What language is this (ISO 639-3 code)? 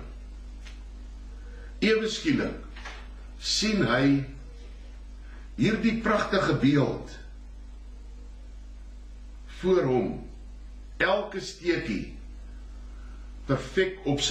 afr